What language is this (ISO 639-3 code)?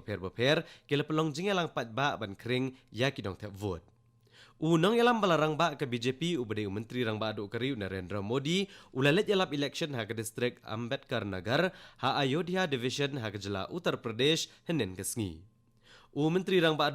kha